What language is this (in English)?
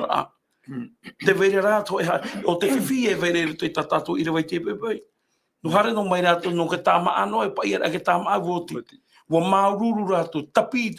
Tahitian